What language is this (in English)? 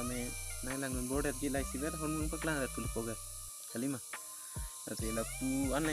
Karbi